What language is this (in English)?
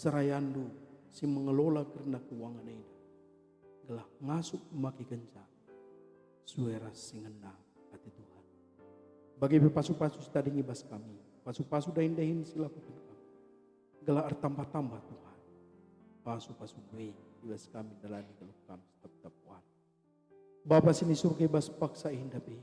Batak Karo